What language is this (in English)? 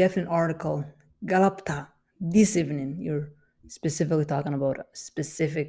English